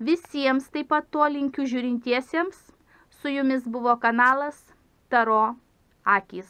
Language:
Lithuanian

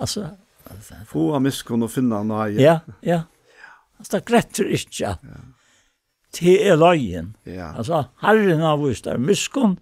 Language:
Faroese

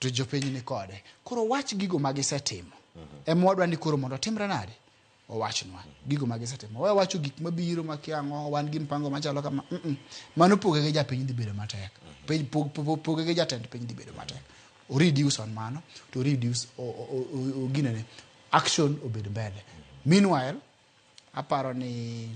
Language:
Luo (Kenya and Tanzania)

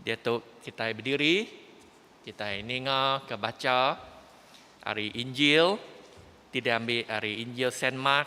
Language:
Iban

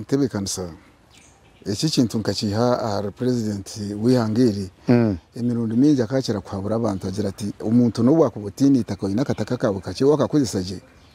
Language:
Nyankole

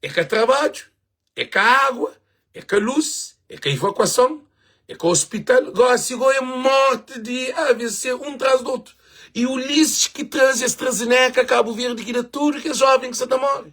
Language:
Kabuverdianu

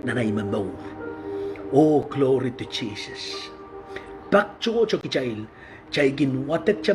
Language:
Pohnpeian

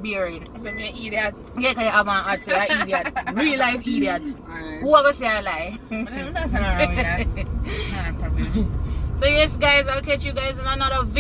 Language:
Jamaican Creole English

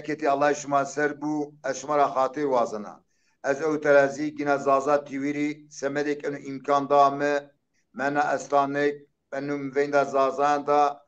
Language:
Zaza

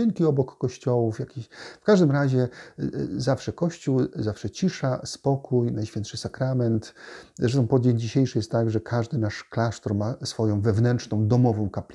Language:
Polish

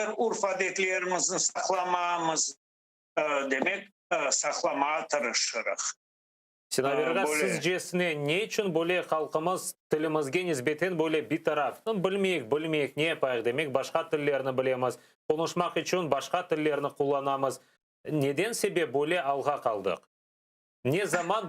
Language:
Crimean Tatar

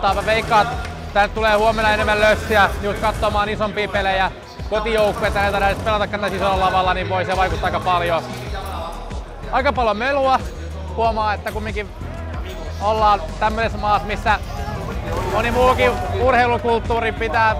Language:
Finnish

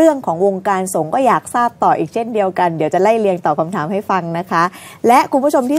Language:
Thai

